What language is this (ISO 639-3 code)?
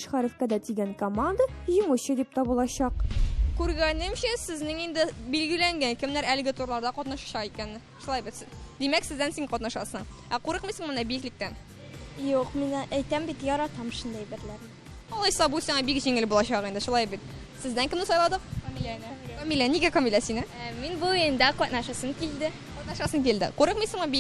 tat